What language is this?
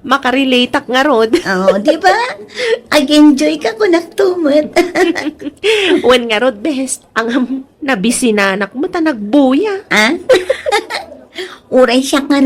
Iloko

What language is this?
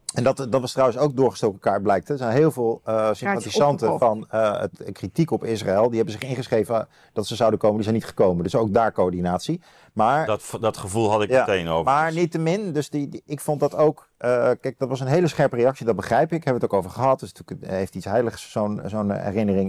Dutch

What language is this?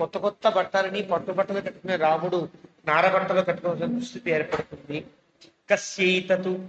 Telugu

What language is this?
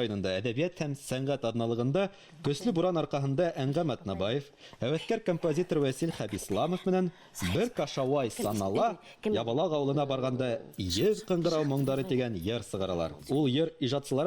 Bashkir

